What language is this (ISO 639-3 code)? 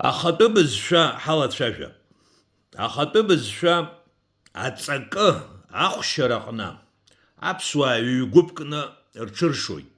abk